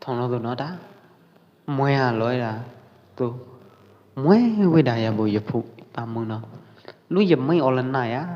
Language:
Pwo Eastern Karen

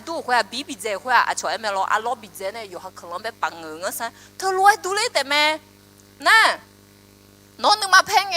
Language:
Akha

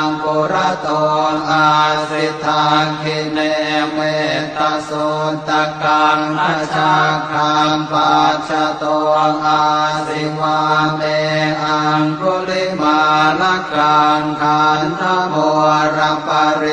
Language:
Pali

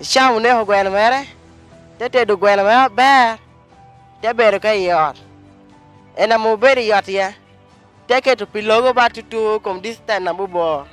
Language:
Lango (Uganda)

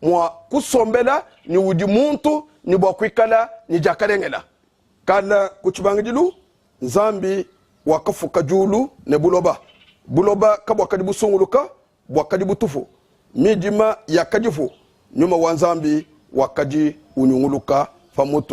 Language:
Luba-Lulua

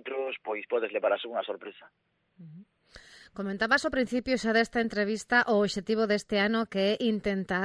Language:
Galician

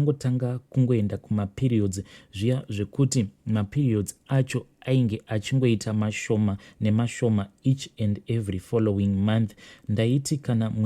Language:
Shona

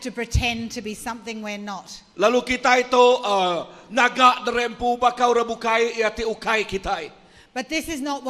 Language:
Iban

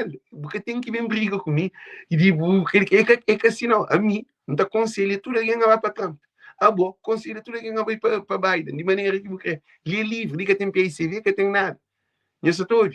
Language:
Kabuverdianu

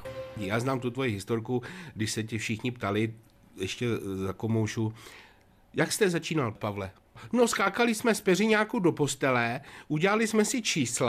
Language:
Czech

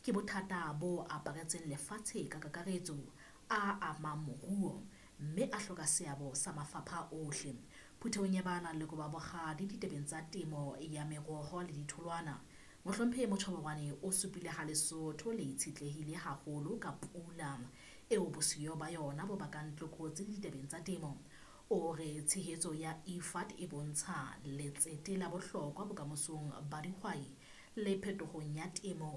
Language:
Southern Sotho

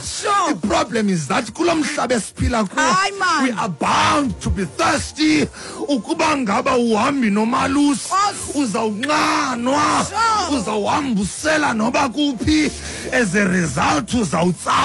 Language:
Xhosa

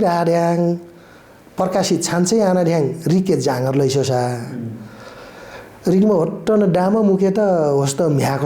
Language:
Nepali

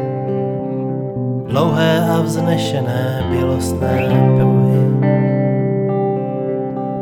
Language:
Czech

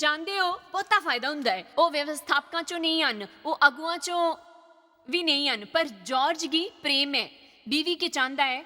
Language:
Dogri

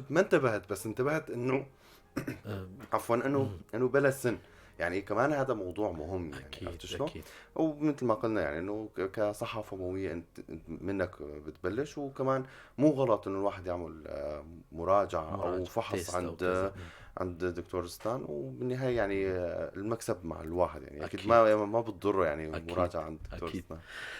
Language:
North Levantine Arabic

